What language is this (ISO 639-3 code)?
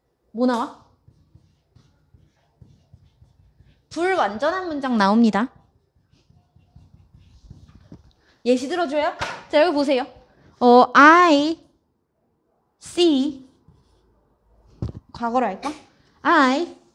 kor